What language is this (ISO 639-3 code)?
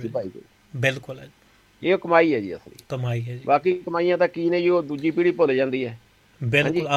pan